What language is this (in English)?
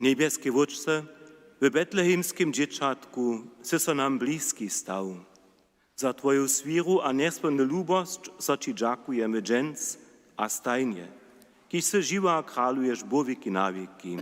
Upper Sorbian